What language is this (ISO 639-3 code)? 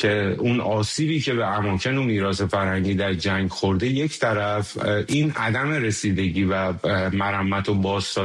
fas